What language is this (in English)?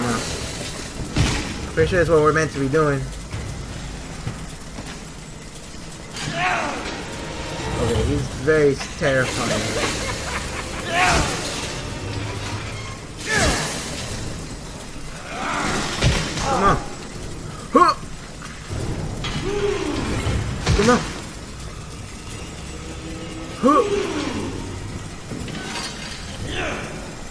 English